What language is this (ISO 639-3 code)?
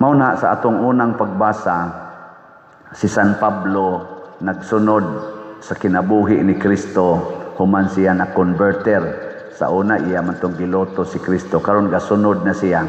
ceb